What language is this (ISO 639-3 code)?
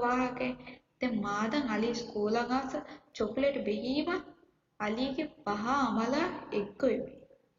div